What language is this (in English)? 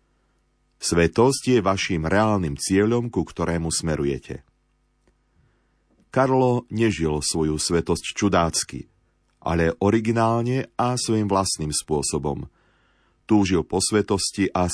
Slovak